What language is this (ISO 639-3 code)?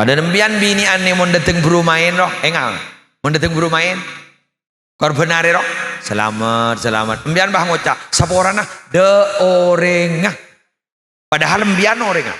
mad